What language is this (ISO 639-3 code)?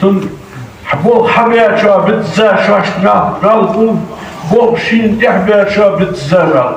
inh